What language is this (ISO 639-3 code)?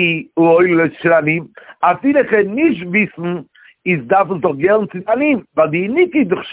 yid